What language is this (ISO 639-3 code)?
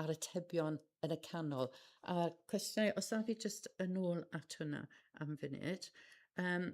cym